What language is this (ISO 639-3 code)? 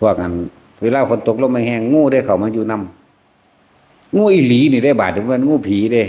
tts